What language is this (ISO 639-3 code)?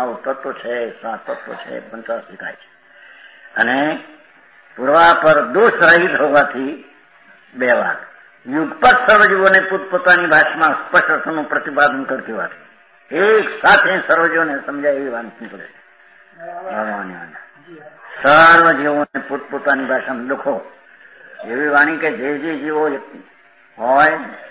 guj